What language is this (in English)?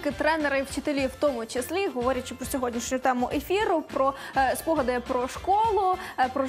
Ukrainian